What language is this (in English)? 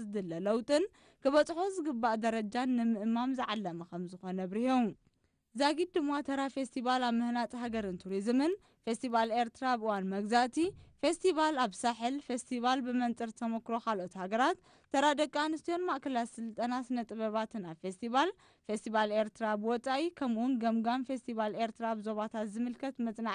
Tigrinya